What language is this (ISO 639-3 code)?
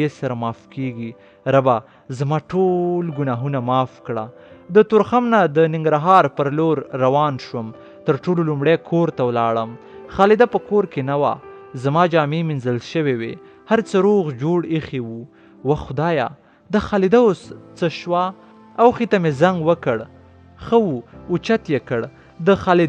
pus